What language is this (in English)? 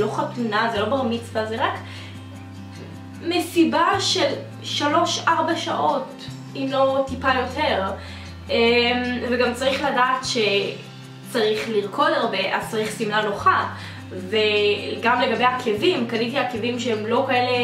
Hebrew